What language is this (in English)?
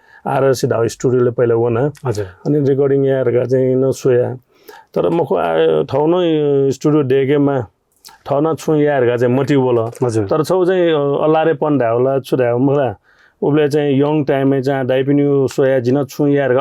Newari